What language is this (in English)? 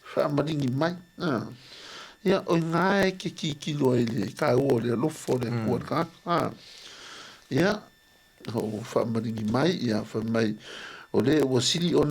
Samoan